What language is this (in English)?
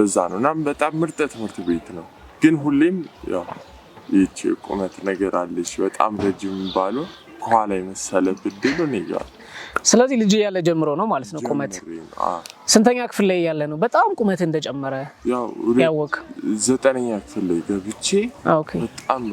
Amharic